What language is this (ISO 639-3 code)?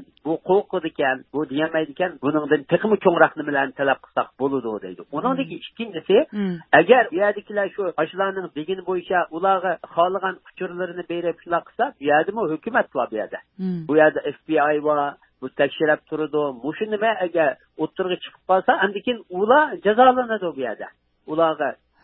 uig